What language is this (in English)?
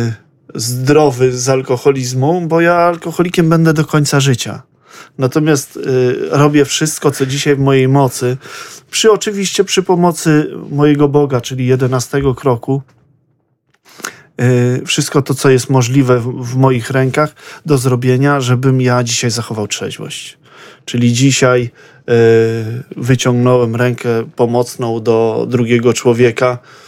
Polish